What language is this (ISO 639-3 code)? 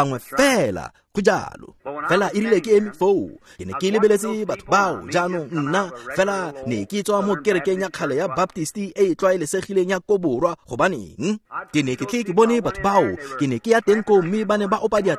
tsn